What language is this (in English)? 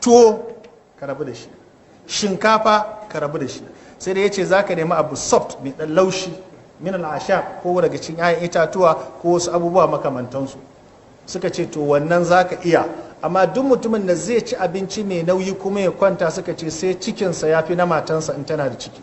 Hausa